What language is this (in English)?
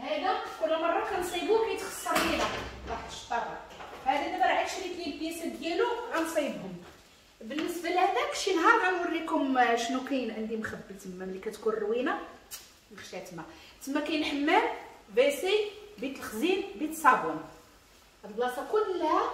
Moroccan Arabic